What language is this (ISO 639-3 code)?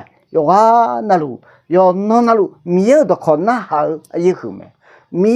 ahk